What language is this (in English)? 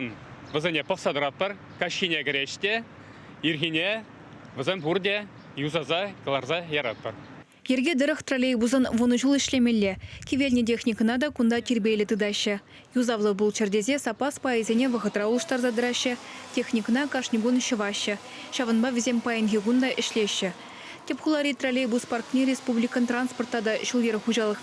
Chuvash